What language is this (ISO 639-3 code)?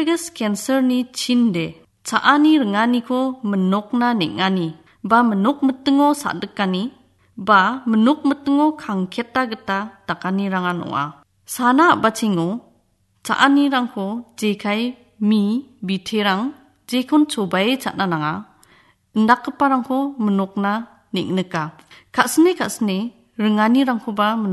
grt